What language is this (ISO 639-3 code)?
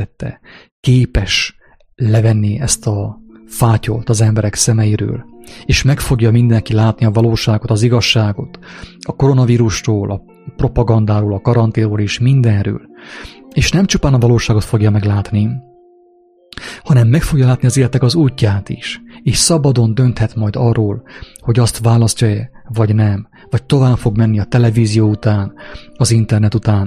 hun